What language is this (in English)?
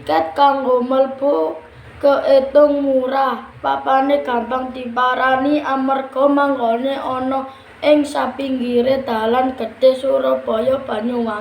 Javanese